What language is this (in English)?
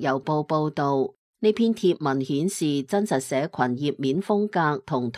Cantonese